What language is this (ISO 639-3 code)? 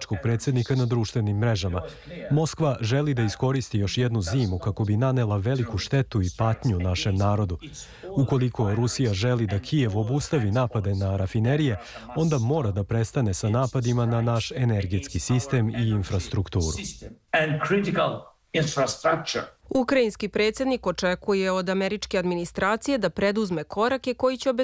srp